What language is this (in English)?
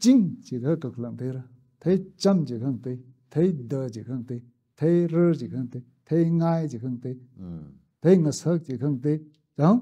Tangkhul Naga (India)